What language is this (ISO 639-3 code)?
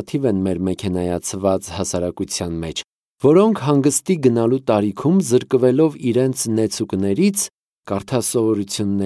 hye